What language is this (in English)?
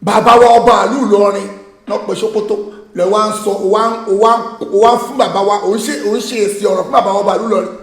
Yoruba